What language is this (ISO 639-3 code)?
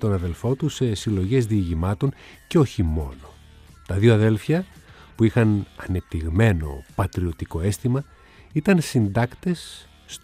ell